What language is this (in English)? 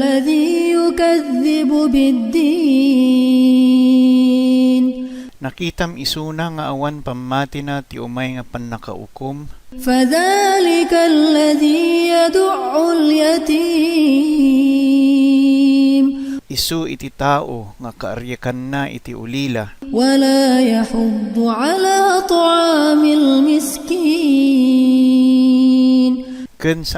Iloko